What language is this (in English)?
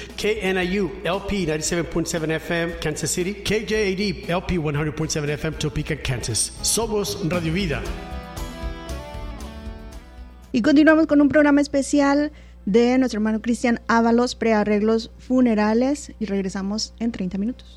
Spanish